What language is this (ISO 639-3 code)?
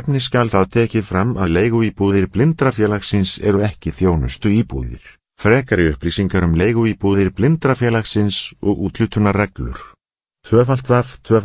isl